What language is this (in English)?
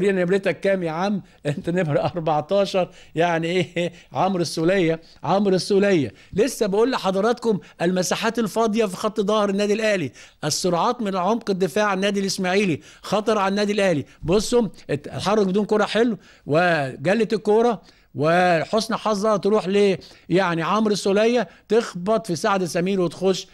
Egyptian Arabic